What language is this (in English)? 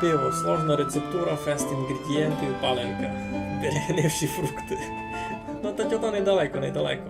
Rusyn